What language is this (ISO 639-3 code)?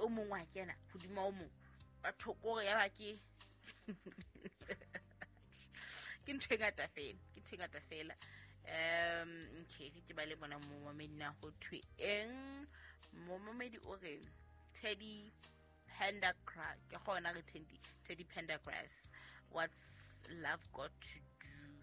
sot